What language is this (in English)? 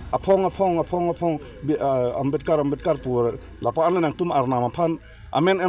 Karbi